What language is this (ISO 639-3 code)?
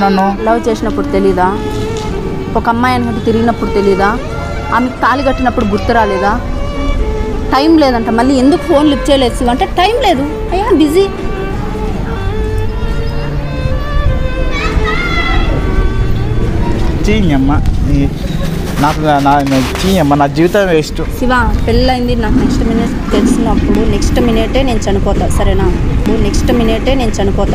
tel